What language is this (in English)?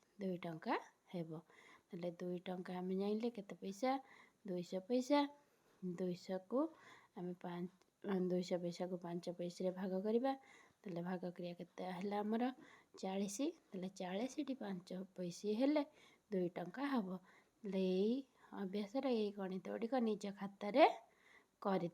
Odia